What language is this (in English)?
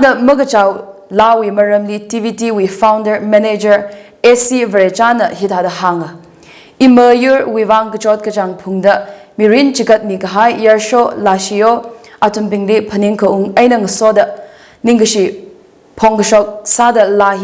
Tangkhul Naga (India)